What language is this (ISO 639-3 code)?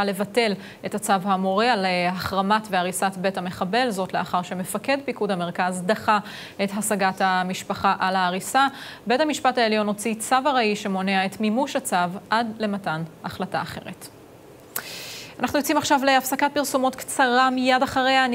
heb